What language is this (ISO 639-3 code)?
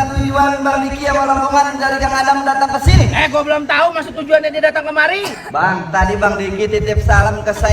bew